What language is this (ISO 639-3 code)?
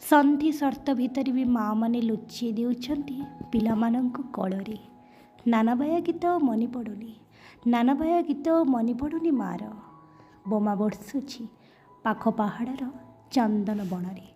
ori